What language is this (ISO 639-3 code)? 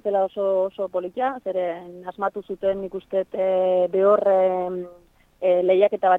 eus